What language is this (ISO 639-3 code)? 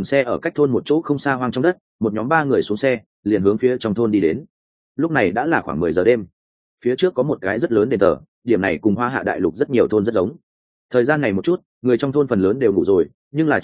vie